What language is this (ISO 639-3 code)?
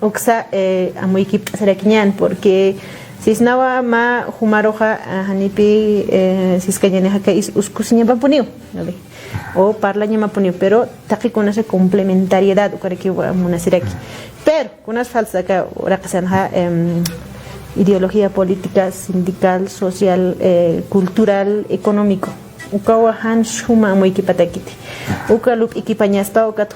aym